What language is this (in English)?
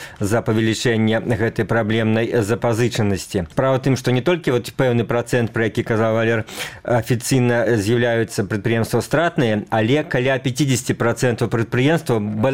Belarusian